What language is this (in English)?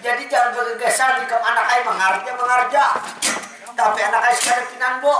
Banjar